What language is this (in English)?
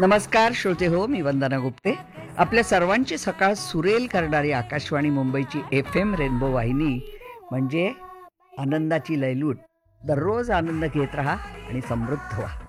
Marathi